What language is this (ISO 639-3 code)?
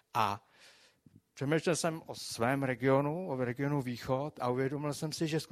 ces